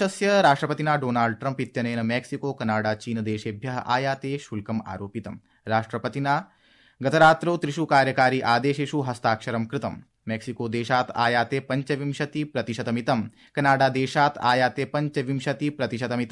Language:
Sanskrit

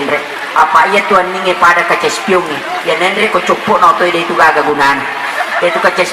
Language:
Buginese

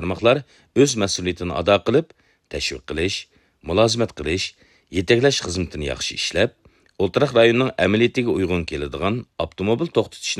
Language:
Uyghur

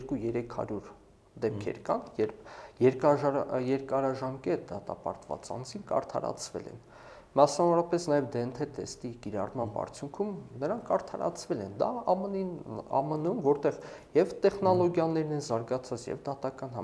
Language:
Armenian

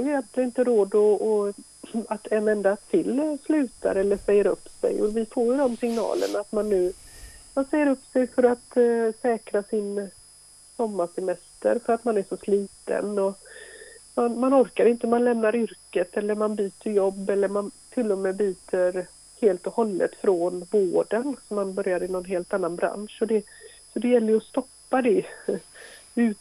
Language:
Swedish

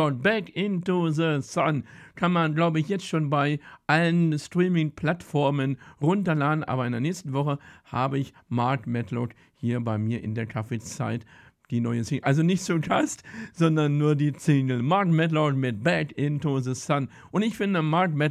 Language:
German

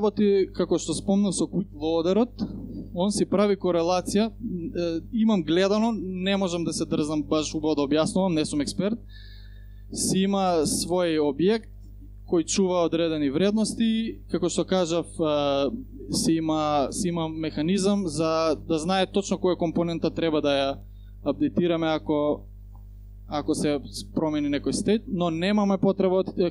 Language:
Macedonian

